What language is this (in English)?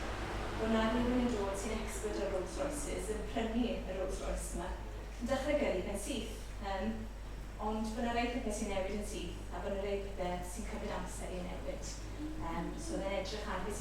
Welsh